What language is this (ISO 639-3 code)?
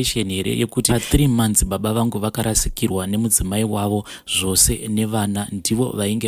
sna